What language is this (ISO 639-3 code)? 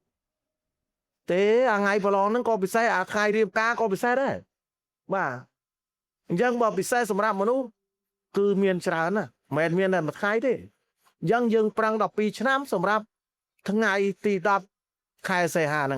khm